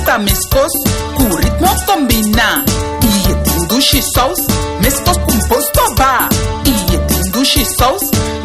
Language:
Papiamento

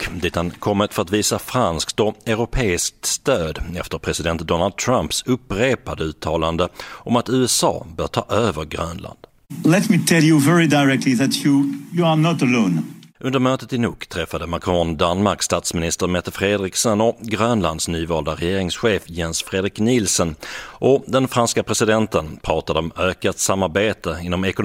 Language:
Swedish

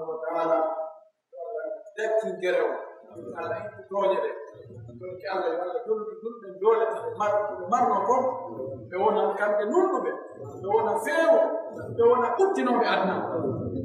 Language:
Pular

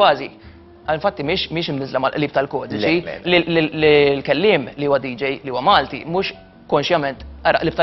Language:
Maltese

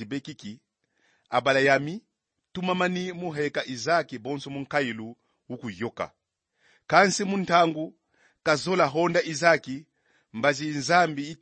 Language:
Kongo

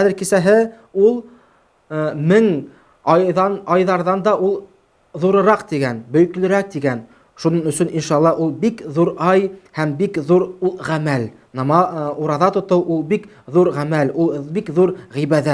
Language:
Bashkir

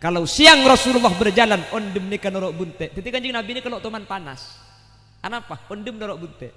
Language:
Madurese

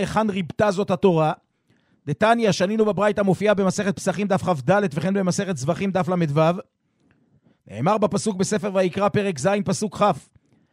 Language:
Hebrew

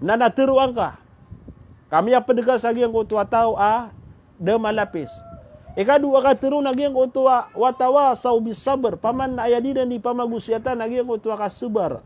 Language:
Maranao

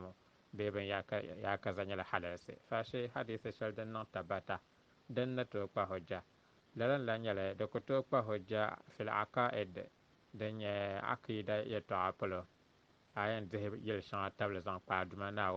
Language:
Dagbani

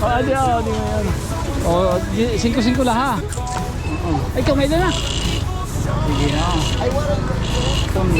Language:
Waray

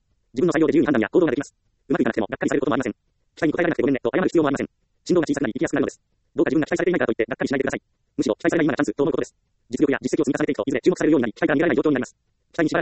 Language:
Japanese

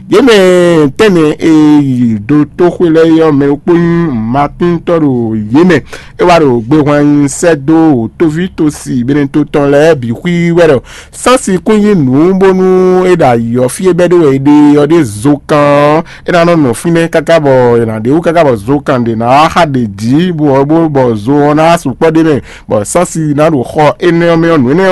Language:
Fon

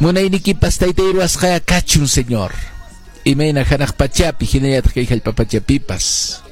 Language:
Quechua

